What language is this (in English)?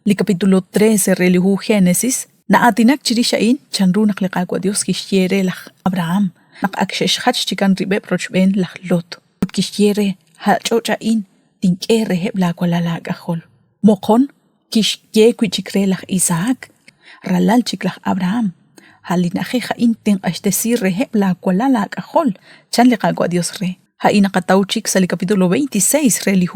Kekchí